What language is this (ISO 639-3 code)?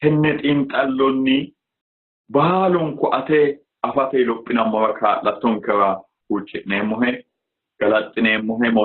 sid